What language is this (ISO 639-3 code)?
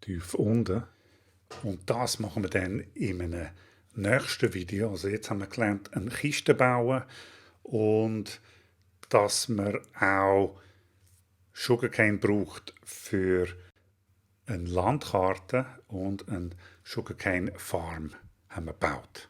gsw